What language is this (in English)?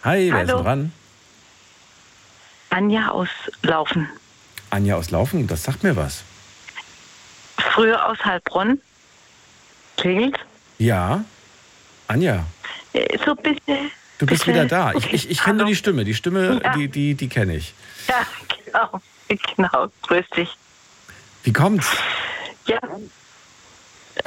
German